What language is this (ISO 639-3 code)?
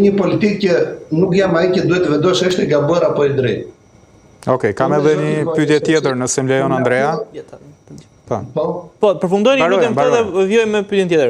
sqi